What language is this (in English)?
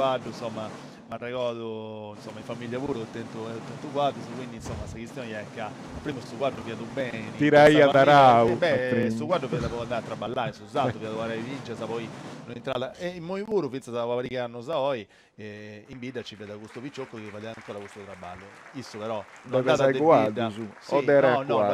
Sardinian